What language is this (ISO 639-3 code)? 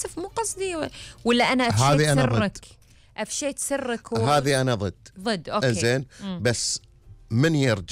afb